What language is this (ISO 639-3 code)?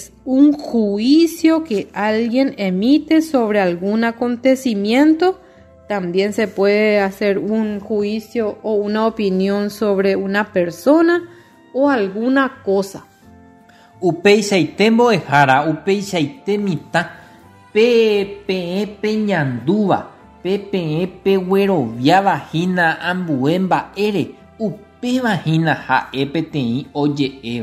grn